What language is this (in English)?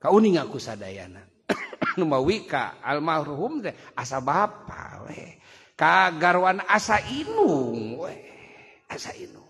Sundanese